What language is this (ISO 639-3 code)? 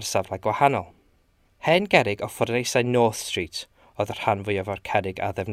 cym